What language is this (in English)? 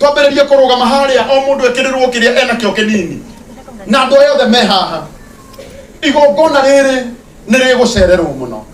Kikuyu